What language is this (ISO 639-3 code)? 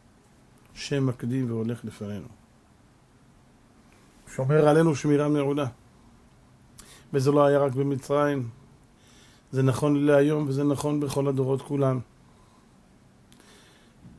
heb